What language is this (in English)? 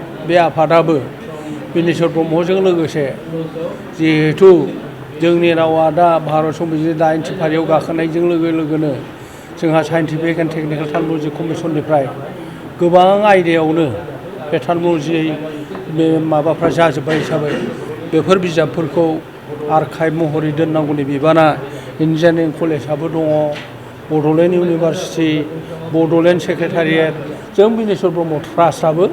Bodo